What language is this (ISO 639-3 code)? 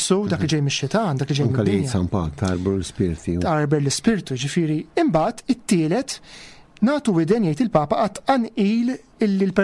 mlt